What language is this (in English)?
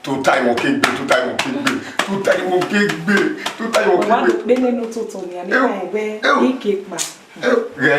Bini